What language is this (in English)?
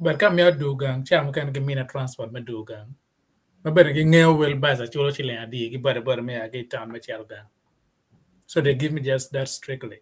Acoli